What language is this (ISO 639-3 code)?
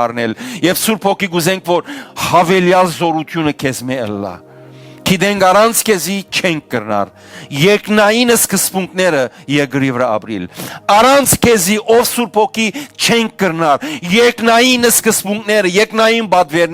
hyw